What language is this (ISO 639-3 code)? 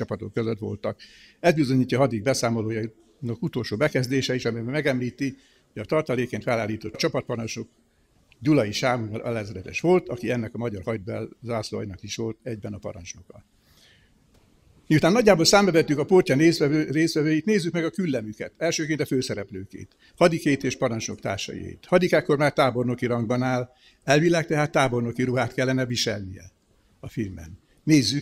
hun